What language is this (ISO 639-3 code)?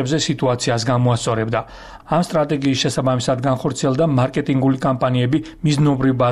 kat